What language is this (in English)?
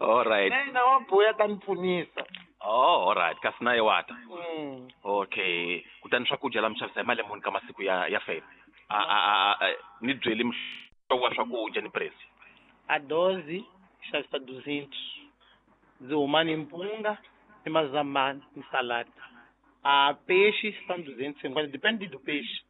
Tsonga